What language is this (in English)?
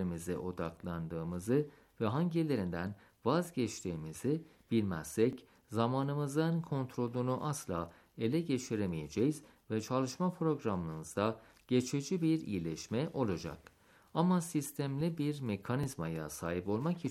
Turkish